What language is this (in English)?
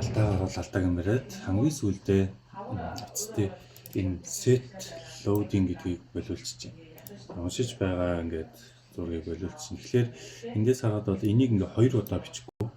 Mongolian